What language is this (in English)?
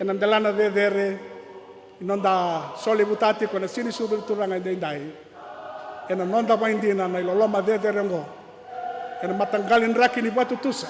Fijian